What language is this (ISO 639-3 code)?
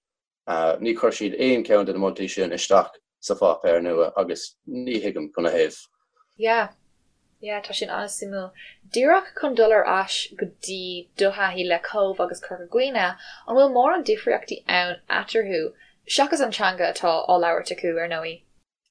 gle